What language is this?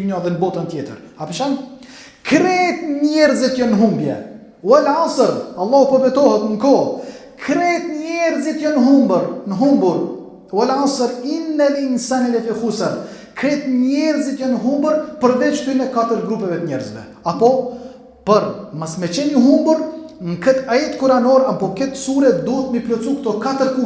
Albanian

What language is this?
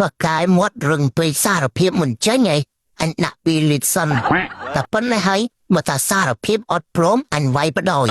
Khmer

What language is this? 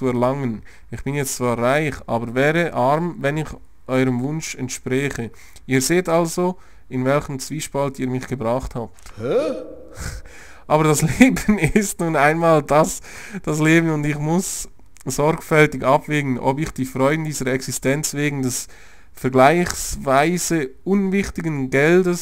Swiss German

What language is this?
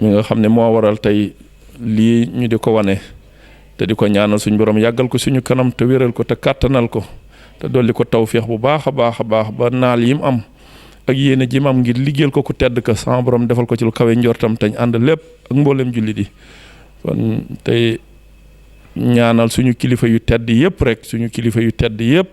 Wolof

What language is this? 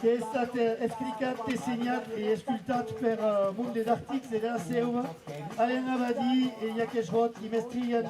Occitan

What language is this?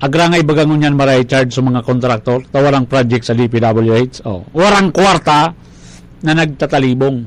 Bikol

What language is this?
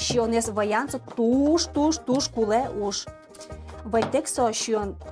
Udmurt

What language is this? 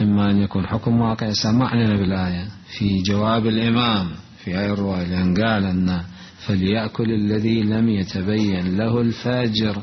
Mesopotamian Arabic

